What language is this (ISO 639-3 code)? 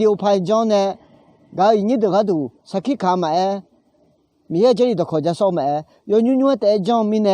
ahk